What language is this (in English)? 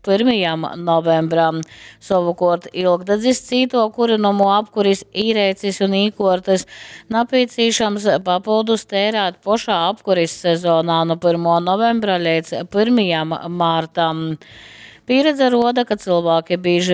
Latgalian